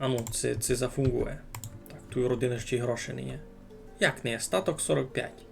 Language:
Rusyn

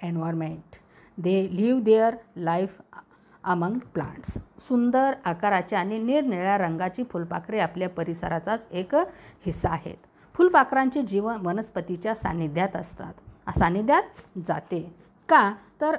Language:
Marathi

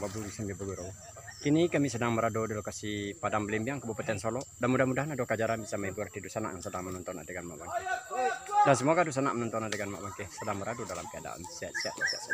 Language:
Minangkabau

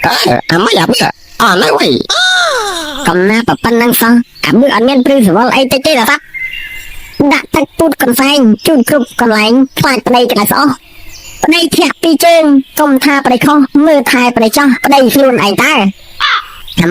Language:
Khmer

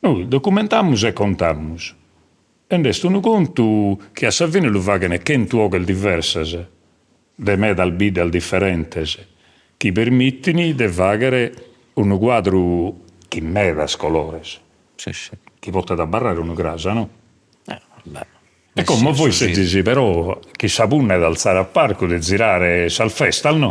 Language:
Sardinian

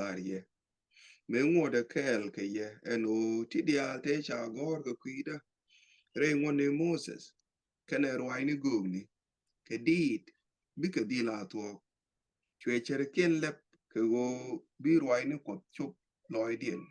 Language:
Nuer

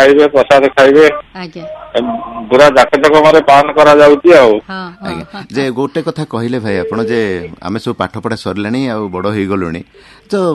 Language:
Odia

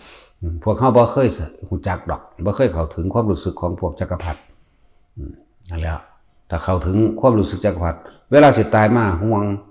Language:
Lao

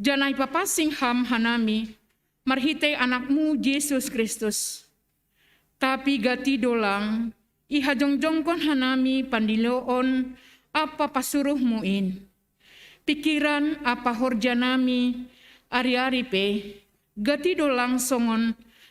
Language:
Batak Simalungun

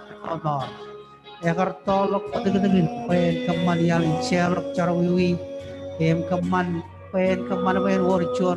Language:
Marshallese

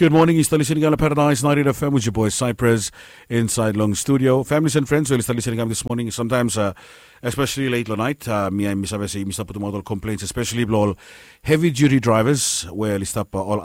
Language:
Bislama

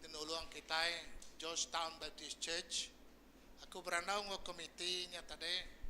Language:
Iban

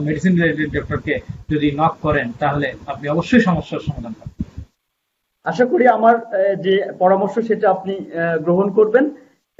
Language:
Bangla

